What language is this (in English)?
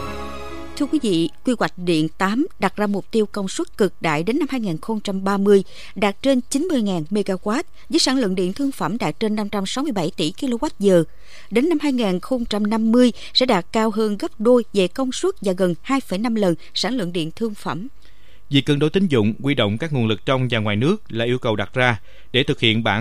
Vietnamese